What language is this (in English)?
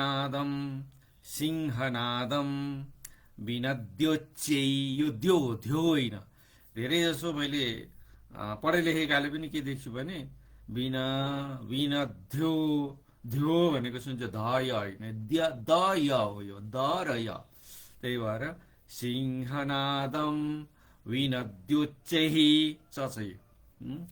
Nepali